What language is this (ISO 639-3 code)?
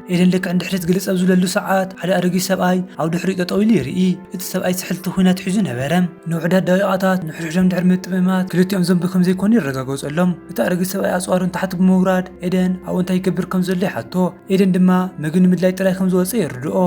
tir